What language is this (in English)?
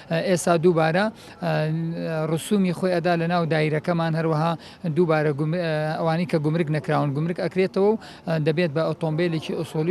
Central Kurdish